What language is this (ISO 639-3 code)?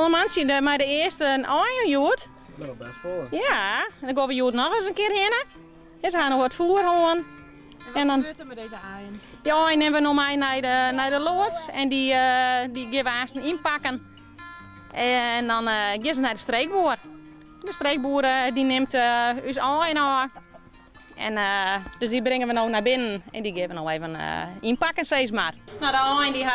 fry